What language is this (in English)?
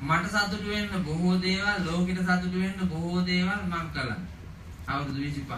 Sinhala